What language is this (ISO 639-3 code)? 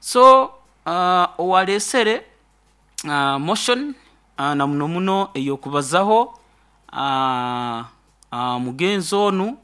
nyo